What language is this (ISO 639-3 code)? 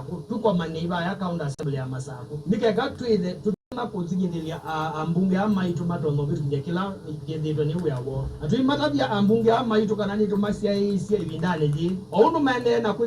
kam